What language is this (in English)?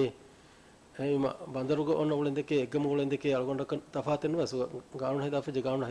Divehi